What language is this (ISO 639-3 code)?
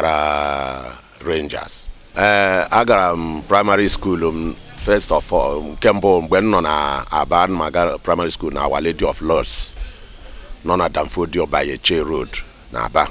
ibo